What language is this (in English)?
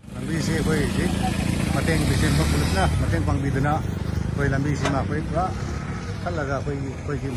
Manipuri